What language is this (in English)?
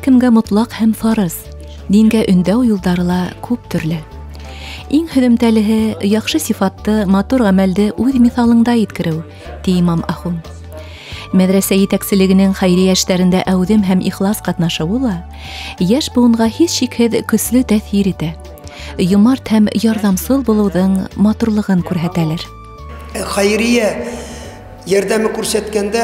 Bashkir